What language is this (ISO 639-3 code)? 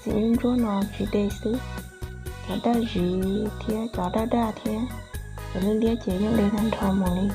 hmn